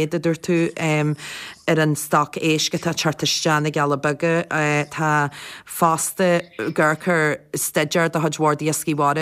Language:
Irish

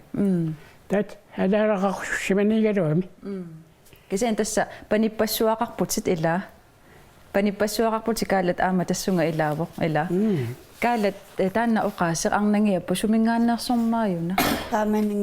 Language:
Kalaallisut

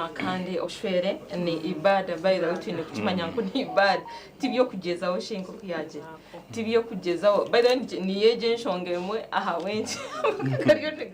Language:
Nyankole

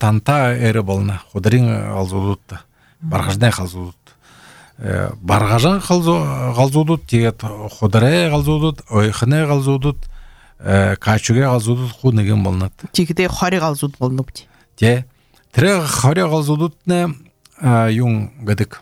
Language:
Belarusian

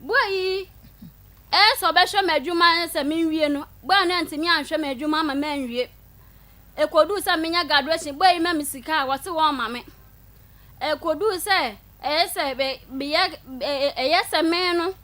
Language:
Akan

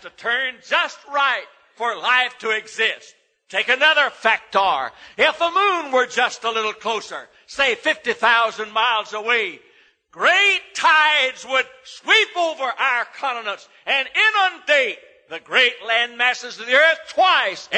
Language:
English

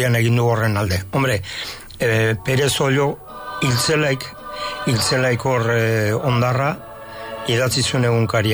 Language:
Basque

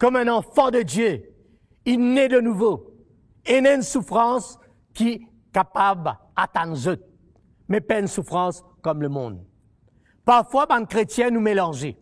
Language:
Morisyen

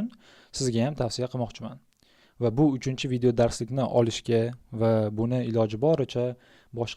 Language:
Uzbek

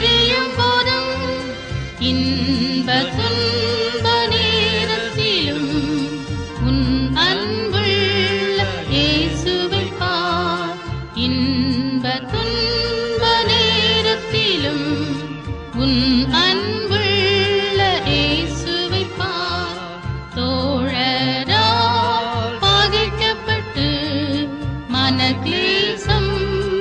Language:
Tamil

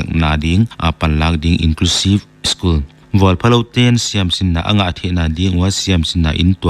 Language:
Paite Chin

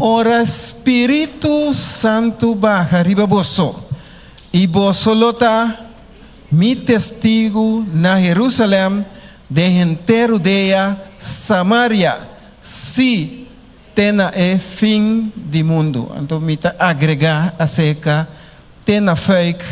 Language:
Papiamento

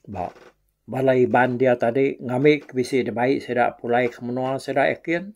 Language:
Iban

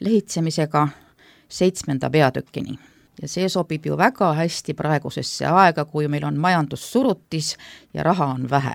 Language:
Estonian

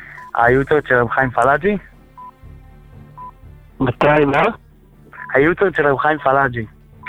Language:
Hebrew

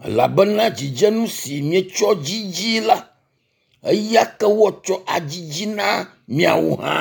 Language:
Ewe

